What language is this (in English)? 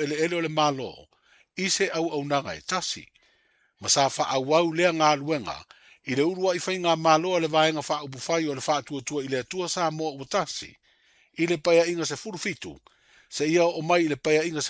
Samoan